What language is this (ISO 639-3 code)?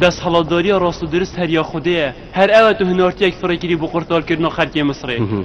kur